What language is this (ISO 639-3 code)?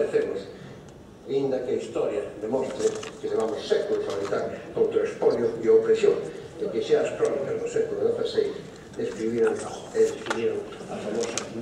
glg